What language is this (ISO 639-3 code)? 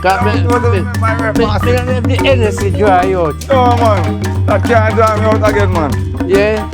jam